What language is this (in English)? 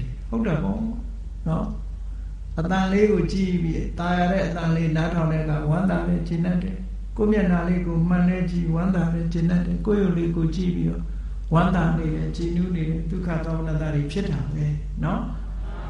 Burmese